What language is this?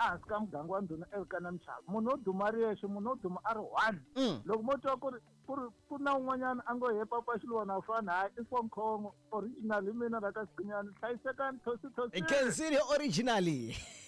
Tsonga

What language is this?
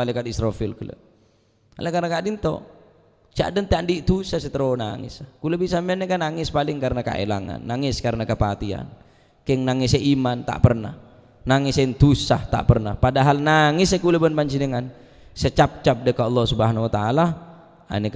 Madurese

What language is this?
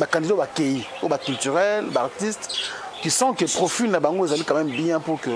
Lingala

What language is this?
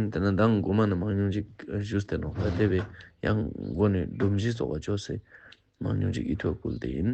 Ladakhi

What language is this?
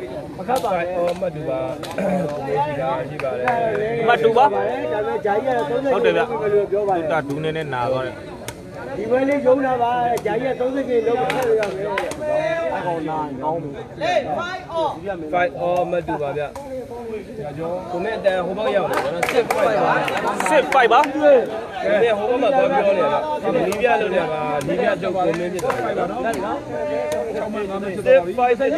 Burmese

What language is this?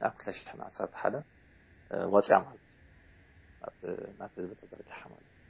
Tigrinya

